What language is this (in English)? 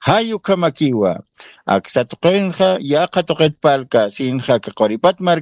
Aymara